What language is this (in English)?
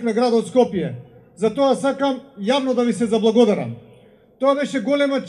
Macedonian